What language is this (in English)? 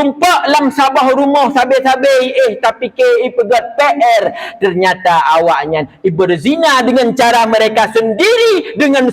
Achinese